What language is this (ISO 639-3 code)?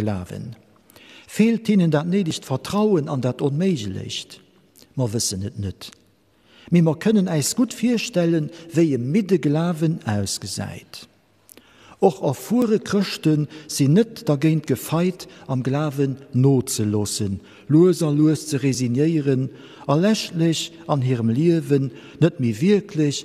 ltz